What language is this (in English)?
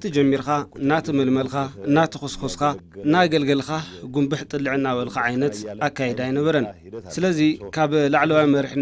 Tigrinya